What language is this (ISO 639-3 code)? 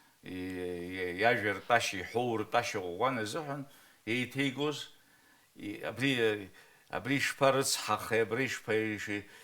abk